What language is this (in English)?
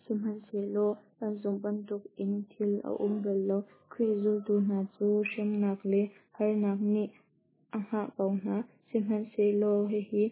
Hakha Chin